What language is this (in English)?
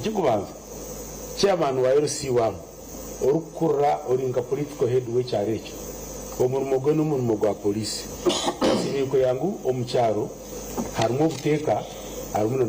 Nyankole